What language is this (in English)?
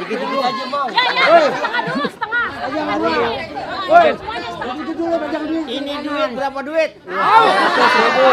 Betawi